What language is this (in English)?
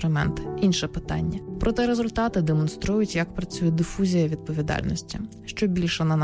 Ukrainian